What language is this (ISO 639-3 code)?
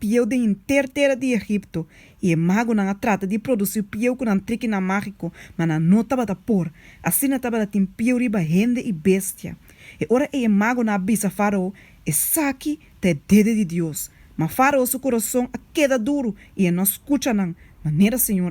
pap